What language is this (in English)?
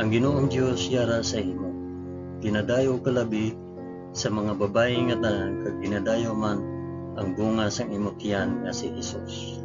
Hiligaynon